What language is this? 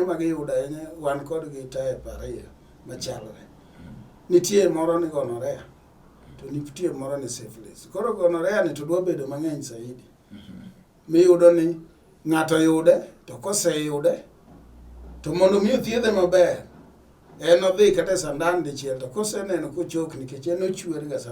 Luo (Kenya and Tanzania)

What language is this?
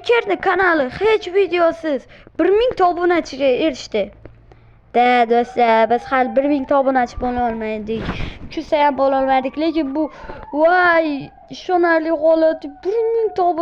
Uzbek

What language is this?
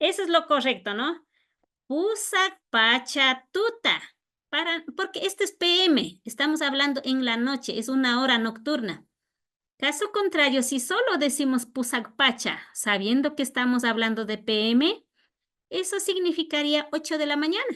Imbabura Highland Quichua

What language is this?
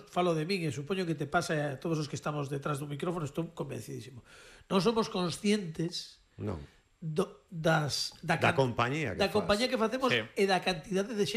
Galician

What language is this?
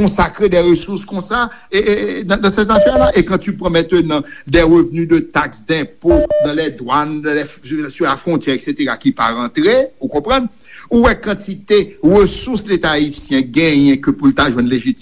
Haitian Creole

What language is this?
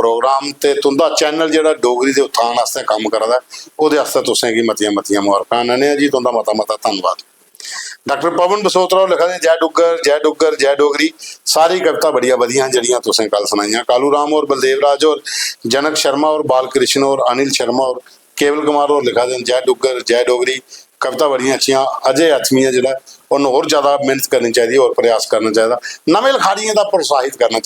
Dogri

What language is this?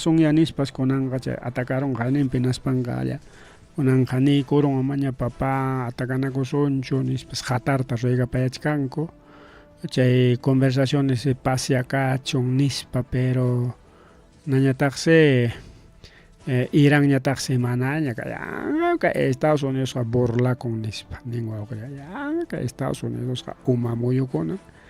Ayacucho Quechua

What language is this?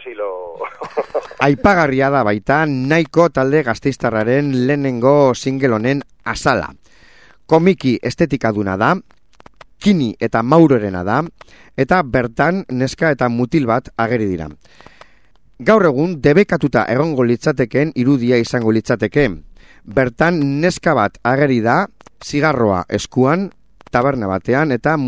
Basque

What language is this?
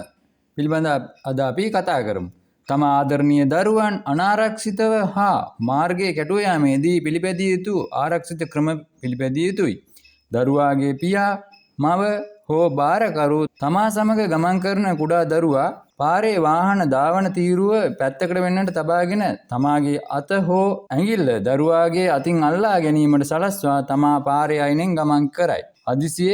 Sinhala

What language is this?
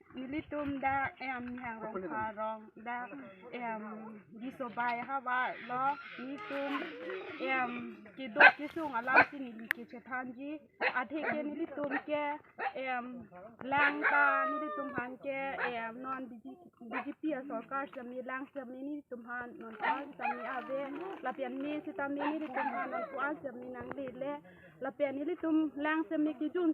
Karbi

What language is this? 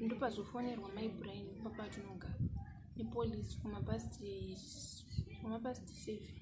Shona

